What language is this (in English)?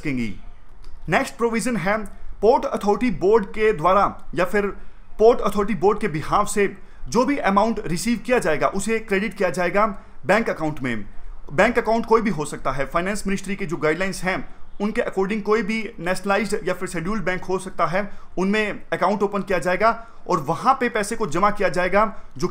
Hindi